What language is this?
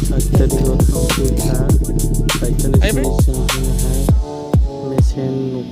Kok Borok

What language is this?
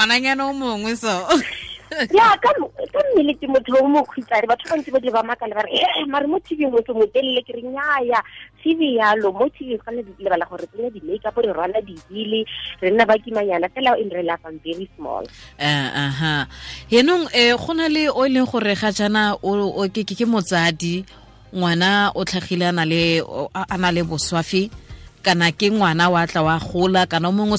Tswana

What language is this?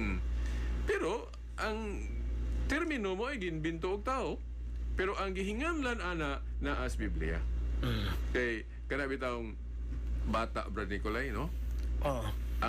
Cebuano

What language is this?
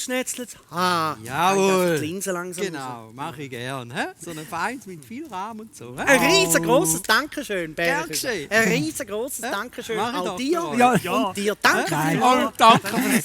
Swiss German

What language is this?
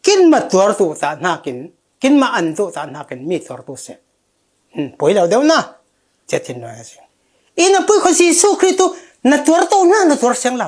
Falam Chin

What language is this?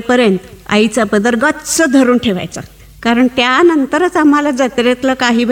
Marathi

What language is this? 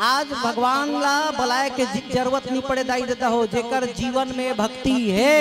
Chhattisgarhi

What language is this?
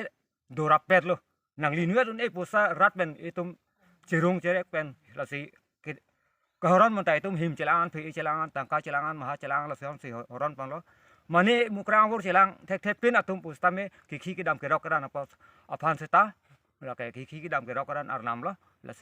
Karbi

